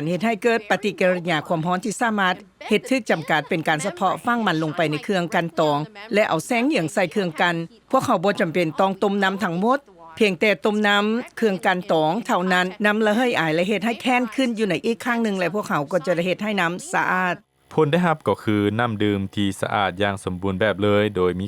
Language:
Lao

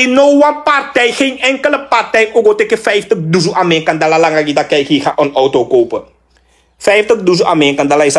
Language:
Sranan Tongo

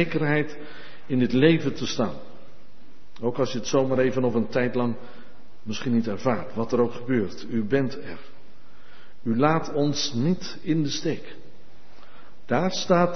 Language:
Dutch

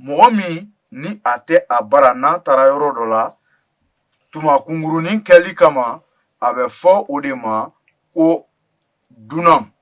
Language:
Bambara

